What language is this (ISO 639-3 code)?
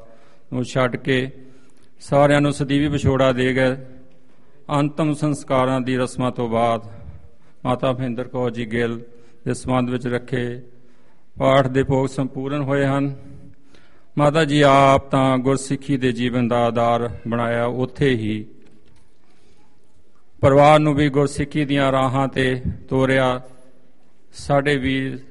pan